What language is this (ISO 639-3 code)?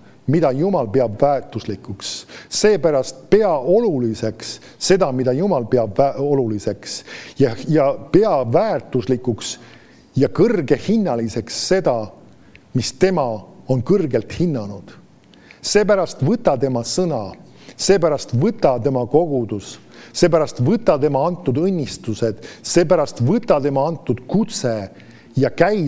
est